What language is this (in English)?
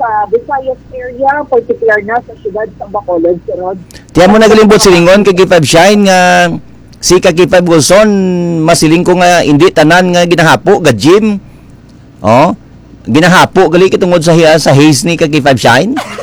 Hiligaynon